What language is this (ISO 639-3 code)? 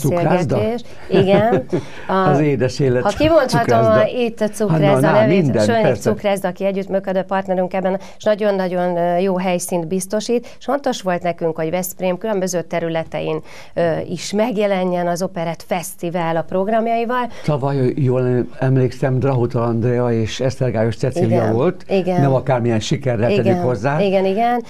hun